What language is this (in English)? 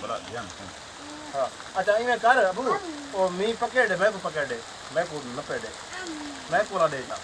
Saraiki